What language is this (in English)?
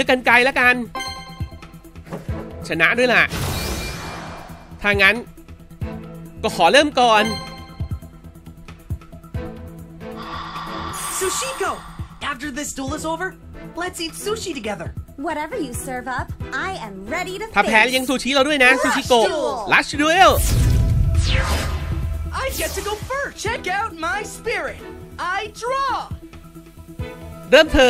Thai